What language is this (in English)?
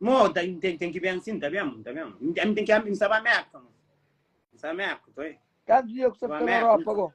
Kabuverdianu